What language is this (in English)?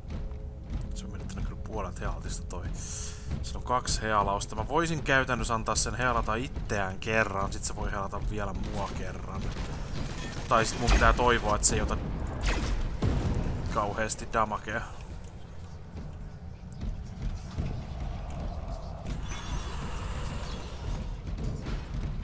Finnish